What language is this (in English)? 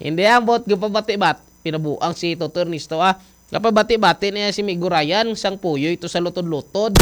Hiligaynon